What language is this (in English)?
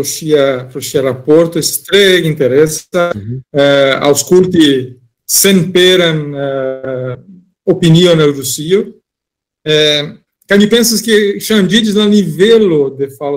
Esperanto